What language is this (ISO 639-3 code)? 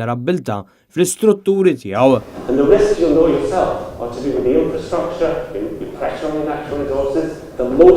mlt